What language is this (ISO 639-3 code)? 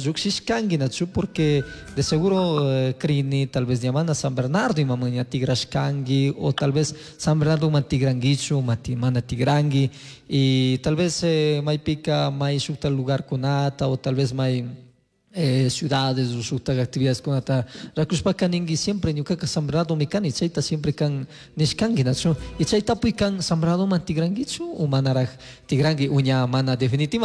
qug